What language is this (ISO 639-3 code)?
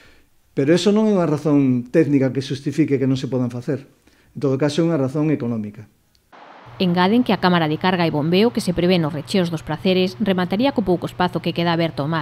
glg